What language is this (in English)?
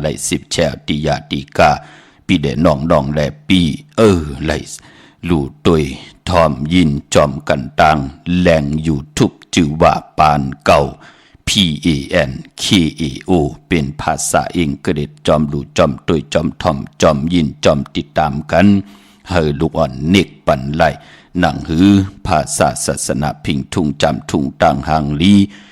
Shan